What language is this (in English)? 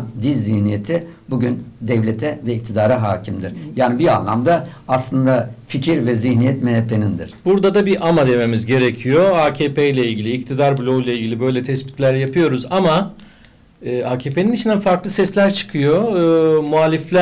Turkish